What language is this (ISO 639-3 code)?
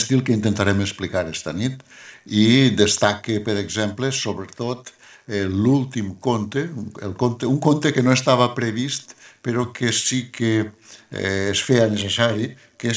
cat